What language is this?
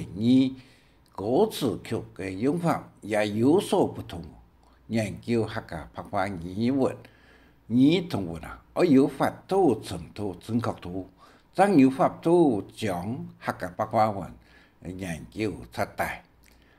Hakka Chinese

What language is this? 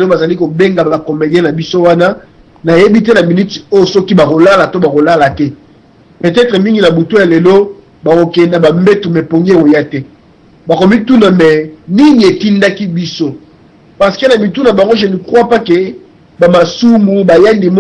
Lingala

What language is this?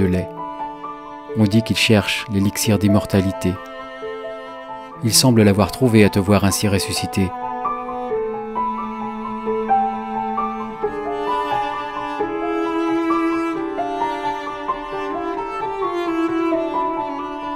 French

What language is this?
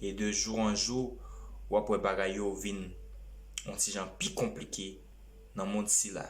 Haitian Creole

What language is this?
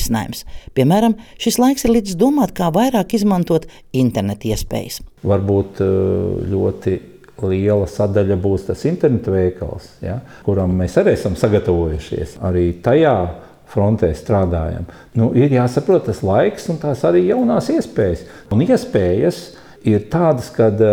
Latvian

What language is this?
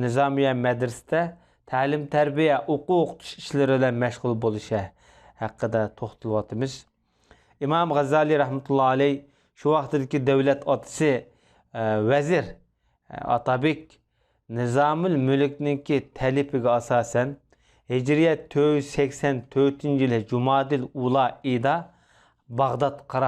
Uyghur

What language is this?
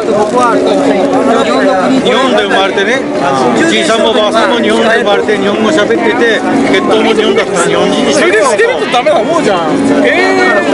Japanese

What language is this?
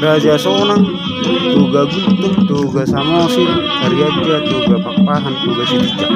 Batak Toba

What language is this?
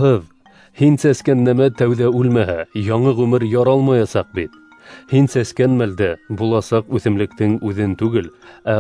Bashkir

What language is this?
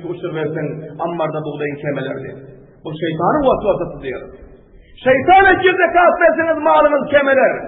Turkmen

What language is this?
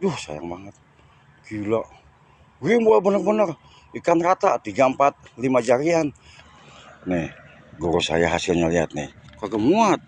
Betawi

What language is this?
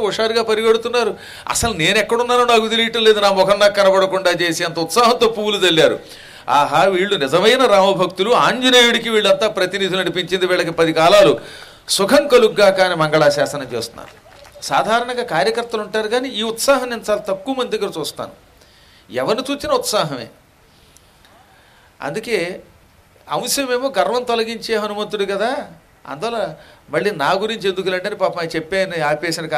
Telugu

